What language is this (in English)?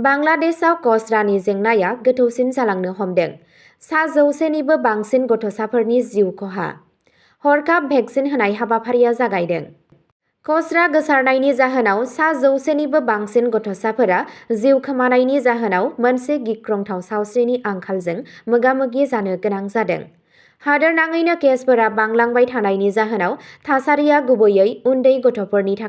Bodo